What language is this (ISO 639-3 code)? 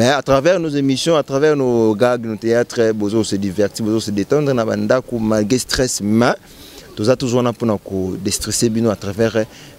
lin